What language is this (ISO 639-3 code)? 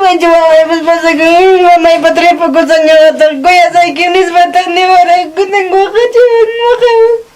quy